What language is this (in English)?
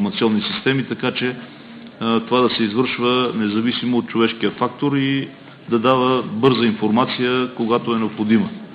Bulgarian